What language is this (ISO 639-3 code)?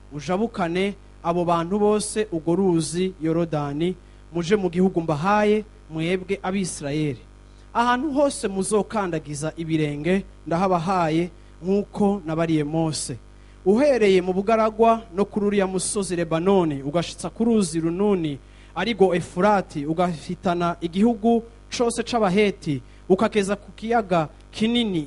run